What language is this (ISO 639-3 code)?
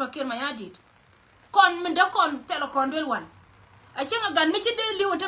nus